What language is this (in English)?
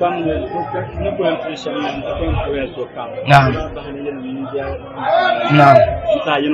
Dagbani